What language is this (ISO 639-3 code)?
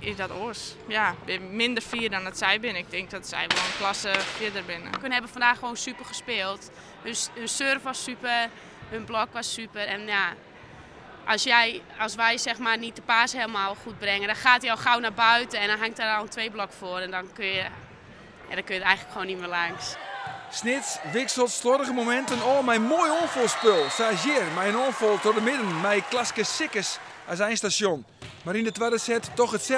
fry